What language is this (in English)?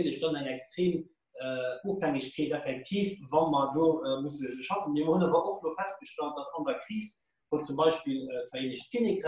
Luxembourgish